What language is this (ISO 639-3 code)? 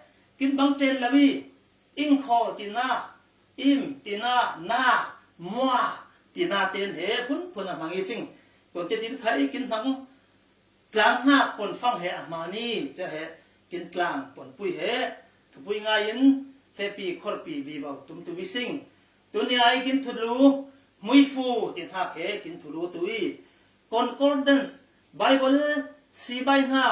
cfm